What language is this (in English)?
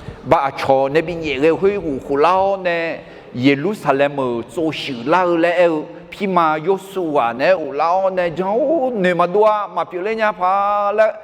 Akha